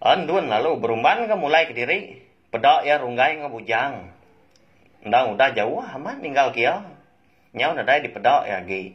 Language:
Iban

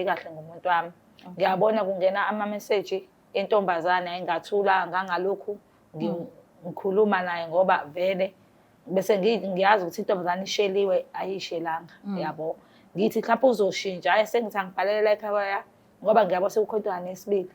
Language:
Zulu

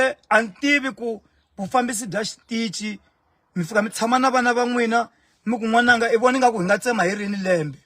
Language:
Tsonga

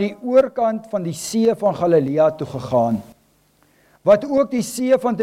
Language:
Afrikaans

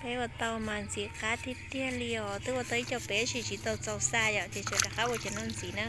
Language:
Hmong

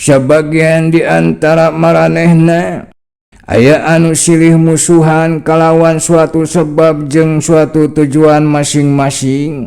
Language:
Sundanese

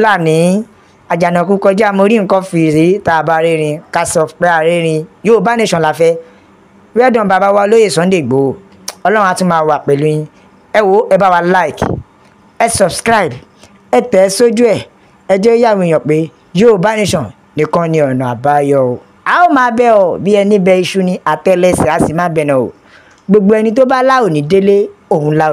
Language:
Yoruba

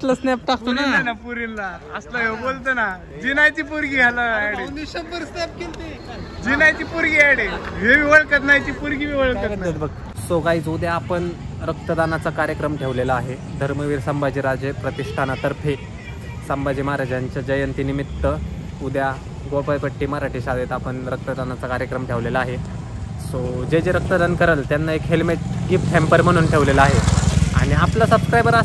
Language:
Marathi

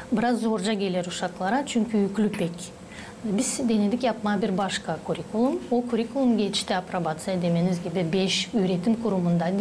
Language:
Gagauz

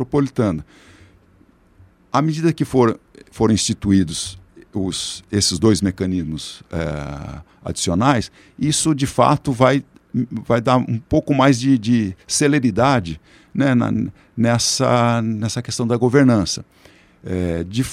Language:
Portuguese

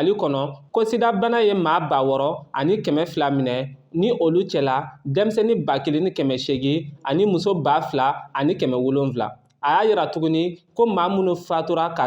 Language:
Bambara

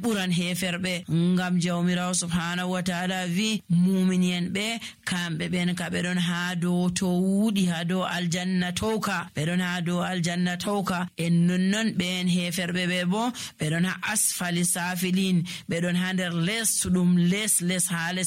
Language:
Nigerian Fulfulde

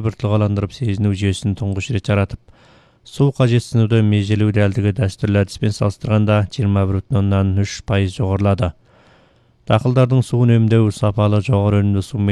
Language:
Kazakh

